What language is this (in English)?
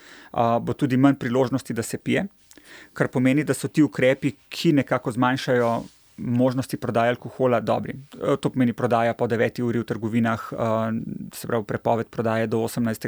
Slovenian